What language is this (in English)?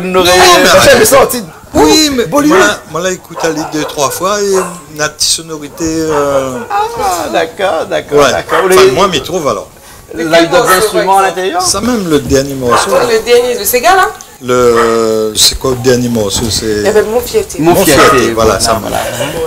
Réunion Creole French